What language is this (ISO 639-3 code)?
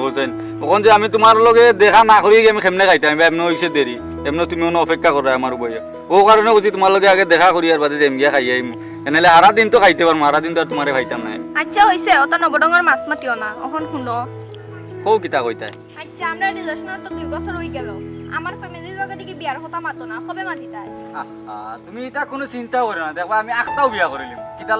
syl